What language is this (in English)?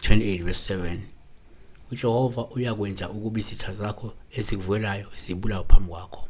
Zulu